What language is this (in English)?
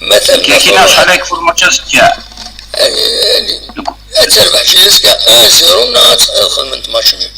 Kabyle